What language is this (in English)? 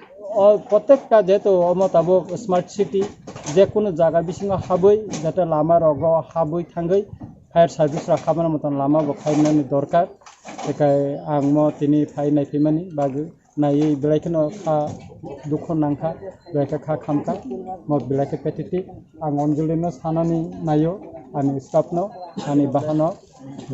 Kok Borok